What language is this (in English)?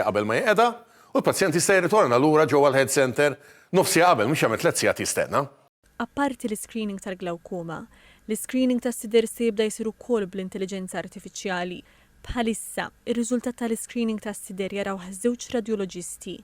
Maltese